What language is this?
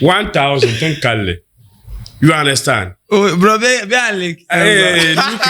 Dagbani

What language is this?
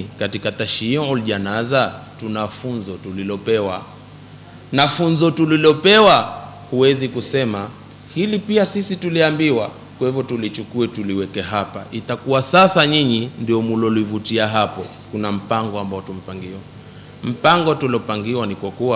Swahili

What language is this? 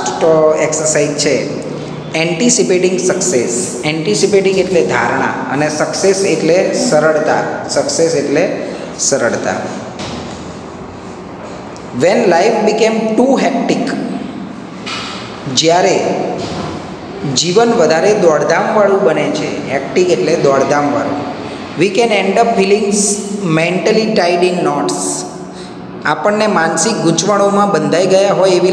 Gujarati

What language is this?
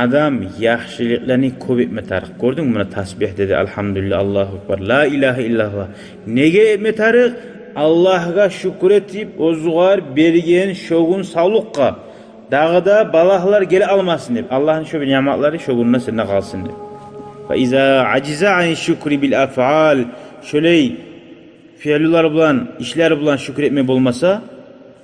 Kumyk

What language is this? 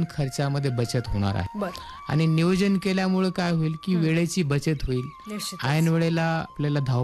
Marathi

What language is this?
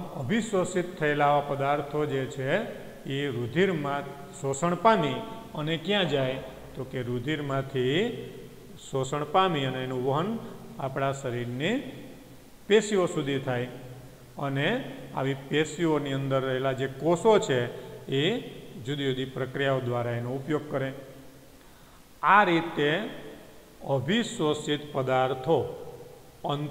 Gujarati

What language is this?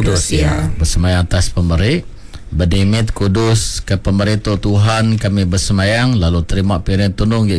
Iban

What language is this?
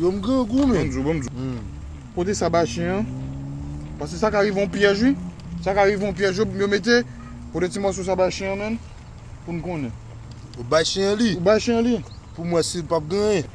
Haitian Creole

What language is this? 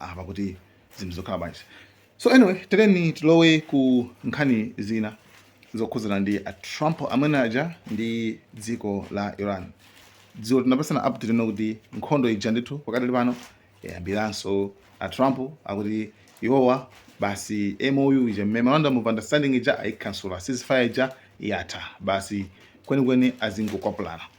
Nyanja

